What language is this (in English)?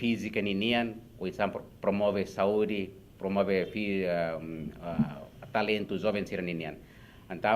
Tetum